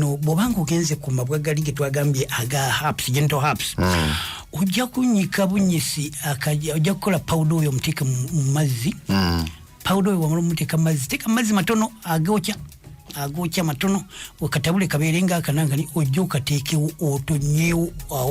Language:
Ganda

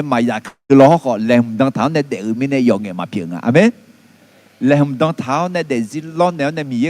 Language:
Akha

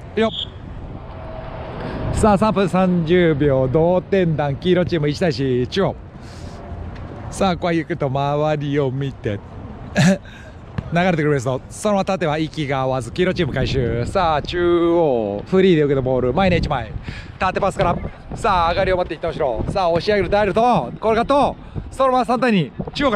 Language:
Japanese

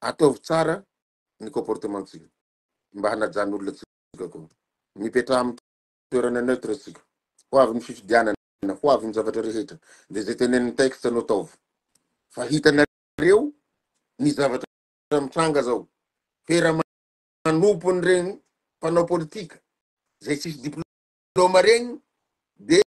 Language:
Malagasy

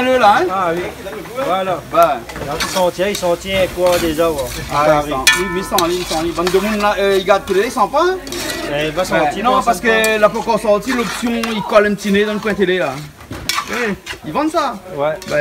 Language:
Réunion Creole French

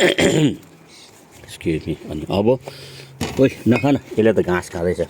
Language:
Nepali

